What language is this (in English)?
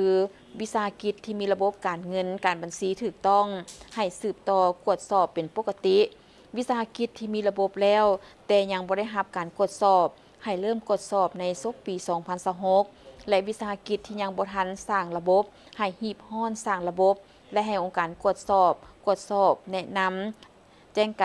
Lao